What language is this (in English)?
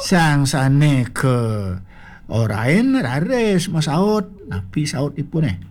Balinese